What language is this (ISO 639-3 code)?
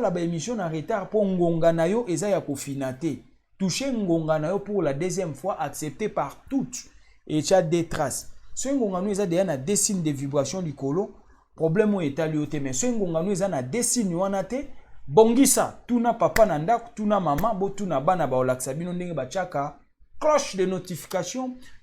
lin